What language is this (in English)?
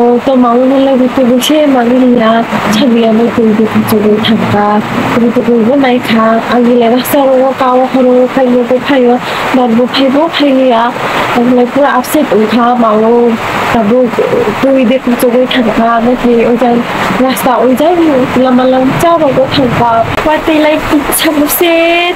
Kok Borok